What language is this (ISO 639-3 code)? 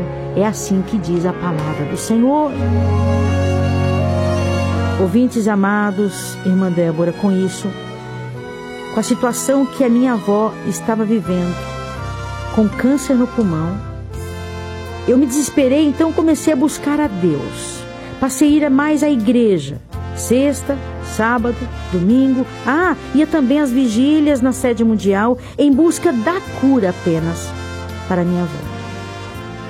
por